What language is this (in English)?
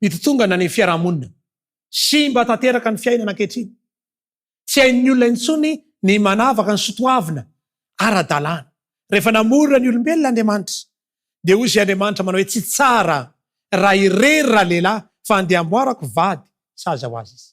Malagasy